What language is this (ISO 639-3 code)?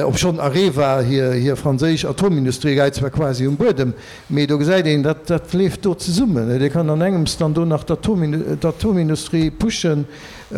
ltz